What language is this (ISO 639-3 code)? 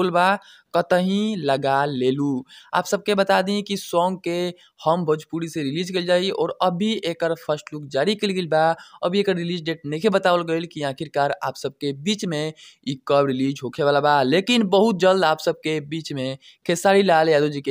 bho